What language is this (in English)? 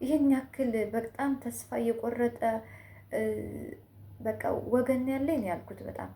Amharic